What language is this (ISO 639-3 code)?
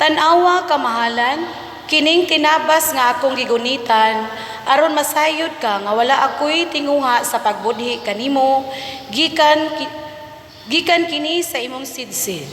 ceb